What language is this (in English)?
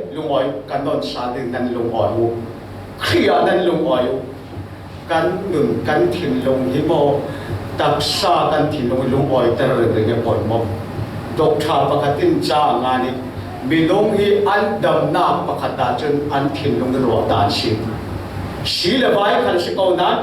Falam Chin